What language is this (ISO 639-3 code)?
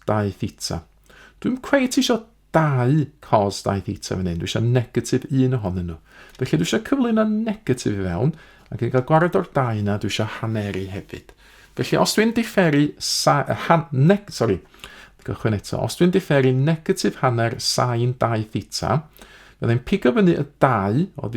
cym